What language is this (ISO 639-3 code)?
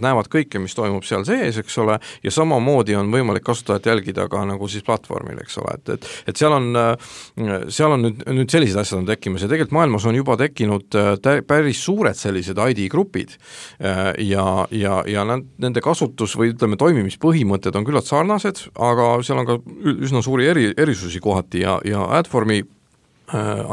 est